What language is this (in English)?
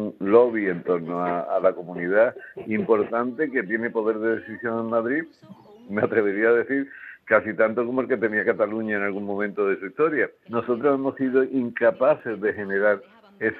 Spanish